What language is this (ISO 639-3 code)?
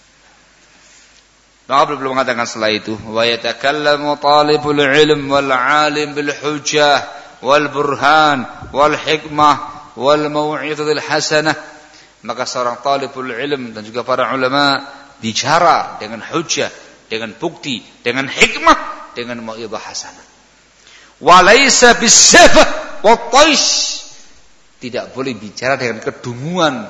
ind